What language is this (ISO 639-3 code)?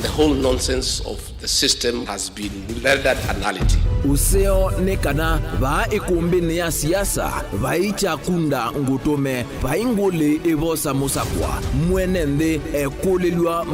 kam